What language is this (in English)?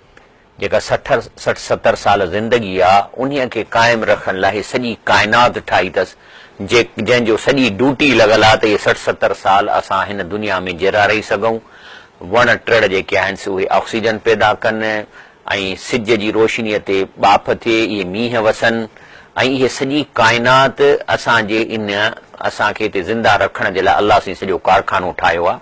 Sindhi